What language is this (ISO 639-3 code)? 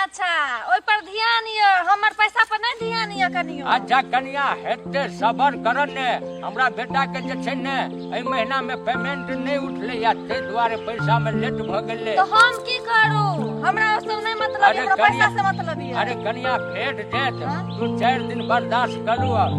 mai